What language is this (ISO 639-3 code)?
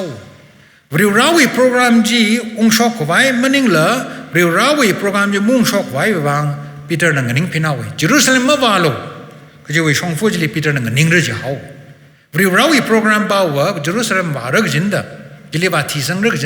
nmf